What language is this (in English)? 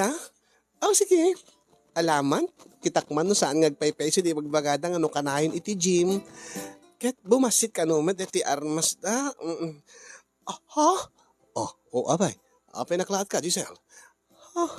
Iloko